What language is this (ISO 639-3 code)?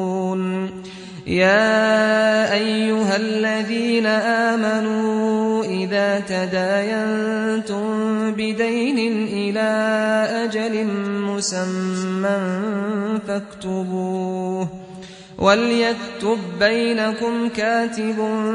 ara